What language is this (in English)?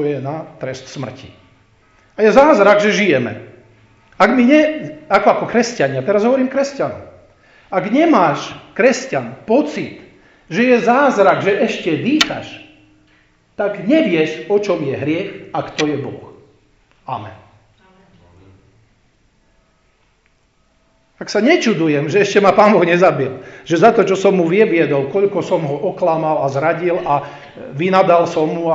Slovak